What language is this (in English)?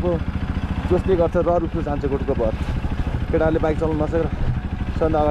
Nepali